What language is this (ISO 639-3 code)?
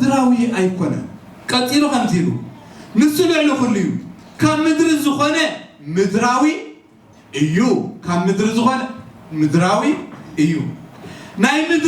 tir